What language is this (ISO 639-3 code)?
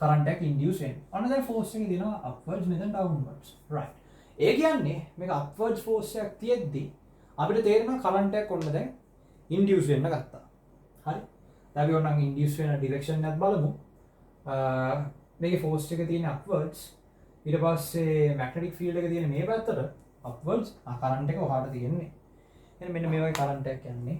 sin